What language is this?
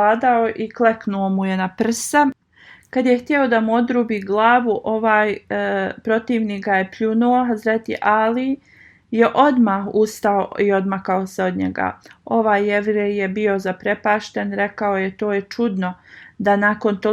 Bosnian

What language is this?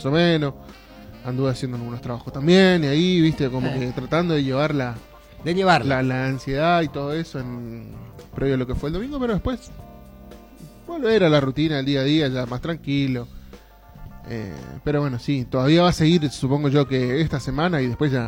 Spanish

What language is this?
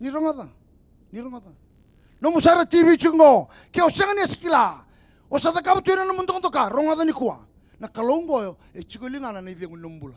Fijian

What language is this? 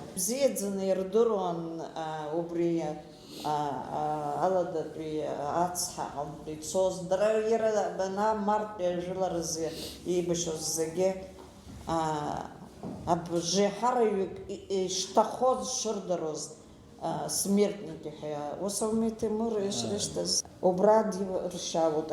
Abkhazian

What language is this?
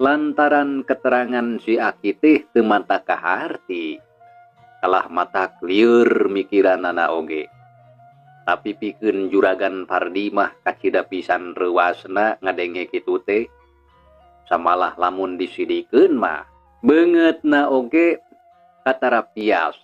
Sundanese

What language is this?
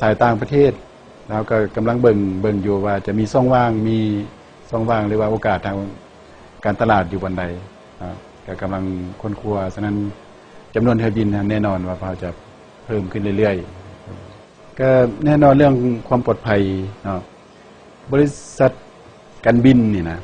Lao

